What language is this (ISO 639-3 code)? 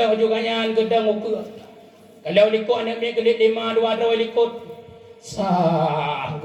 ace